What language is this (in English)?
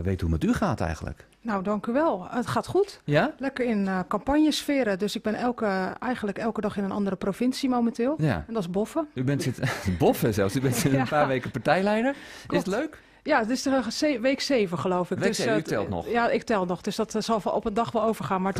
Dutch